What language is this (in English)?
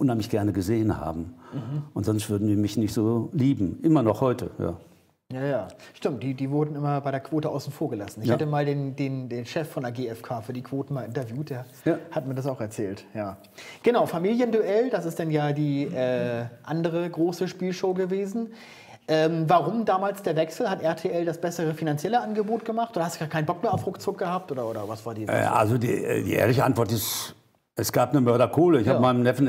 German